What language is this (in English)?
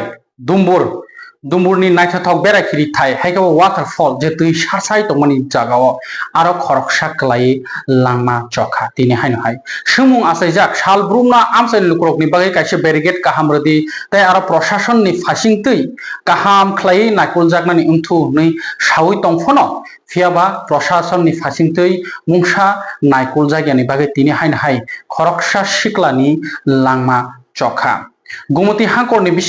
Kok Borok